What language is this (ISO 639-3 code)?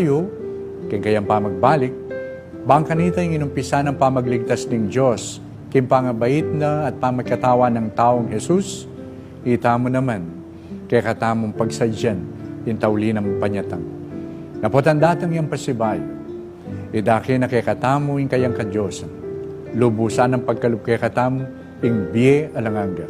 pam